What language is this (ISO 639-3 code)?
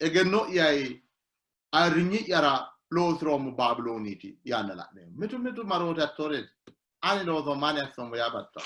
sid